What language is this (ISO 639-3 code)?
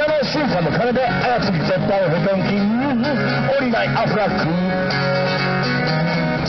jpn